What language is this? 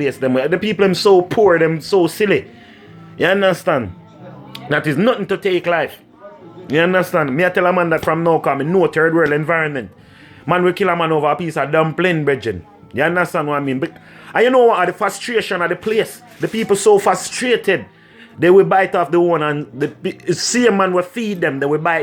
Jamaican Creole English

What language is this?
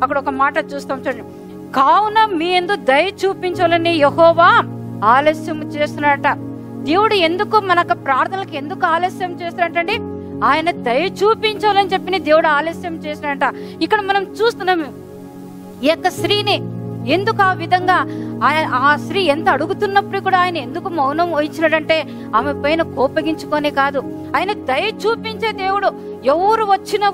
Telugu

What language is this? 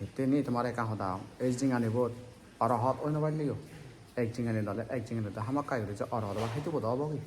Chakma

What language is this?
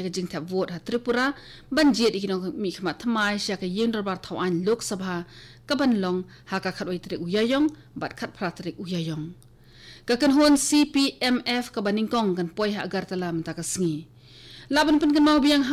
Khasi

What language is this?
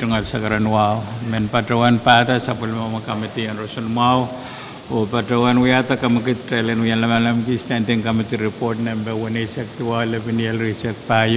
Pohnpeian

